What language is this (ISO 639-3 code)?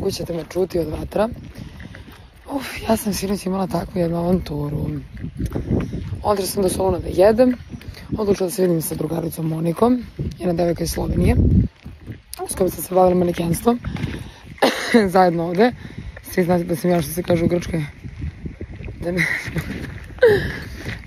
srp